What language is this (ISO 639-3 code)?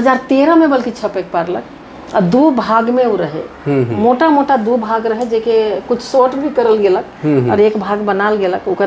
sck